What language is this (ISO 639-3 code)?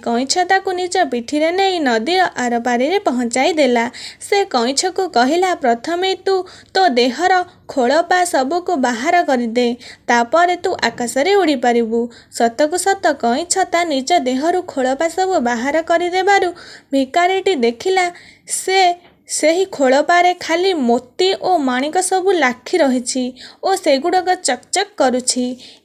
ori